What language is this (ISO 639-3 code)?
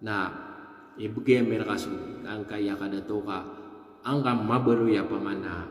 mrw